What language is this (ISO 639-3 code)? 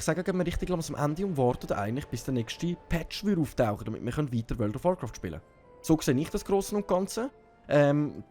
gsw